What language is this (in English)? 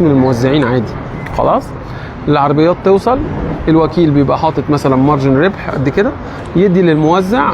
Egyptian Arabic